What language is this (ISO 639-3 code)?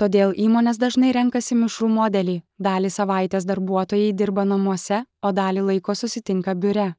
lit